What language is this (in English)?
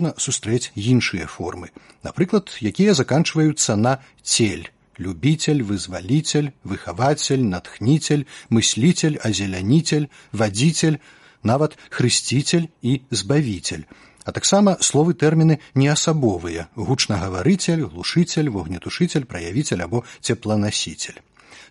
Belarusian